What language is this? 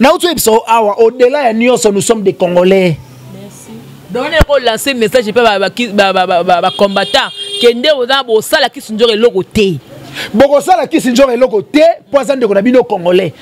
Lingala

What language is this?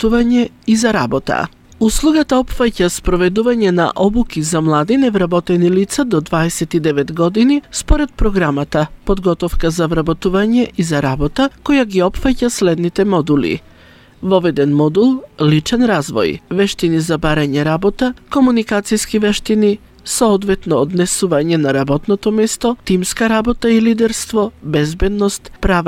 Macedonian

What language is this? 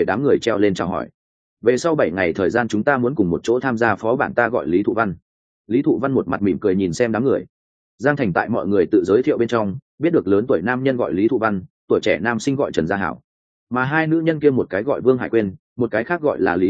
Vietnamese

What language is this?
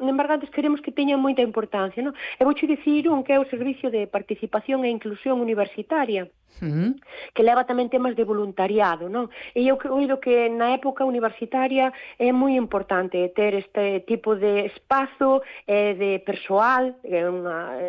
Galician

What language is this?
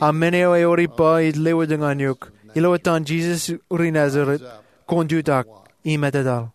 Marshallese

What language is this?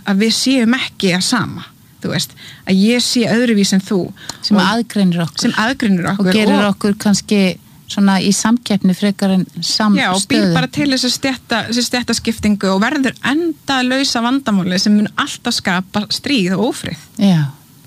Icelandic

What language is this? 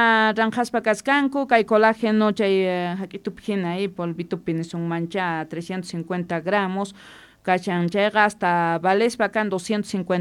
Quechua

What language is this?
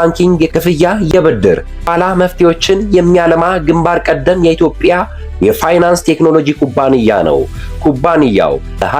Amharic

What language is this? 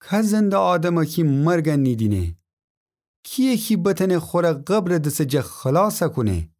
Gilaki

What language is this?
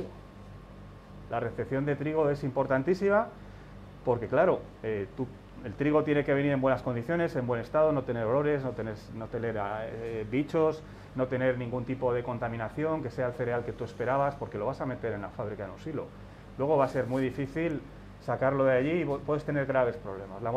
Spanish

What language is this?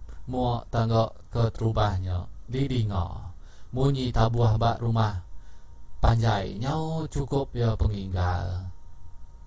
Iban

